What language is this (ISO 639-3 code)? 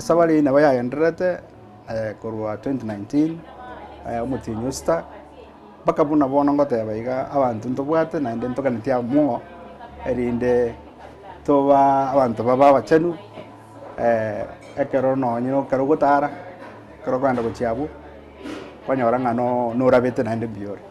guz